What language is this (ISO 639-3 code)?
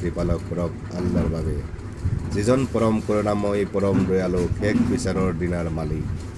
asm